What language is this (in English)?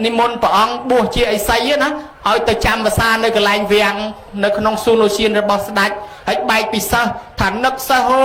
Khmer